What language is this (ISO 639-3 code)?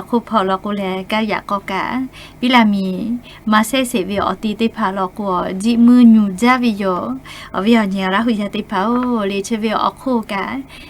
lhu